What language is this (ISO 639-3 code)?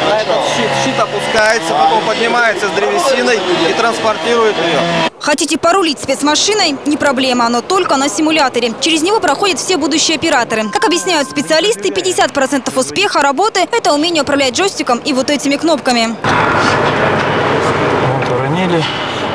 rus